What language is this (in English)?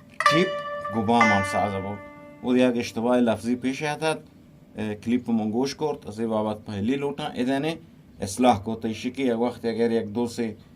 Eastern Balochi